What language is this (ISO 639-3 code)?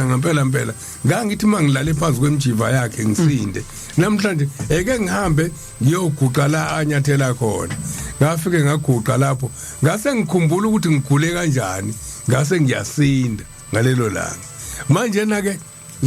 zul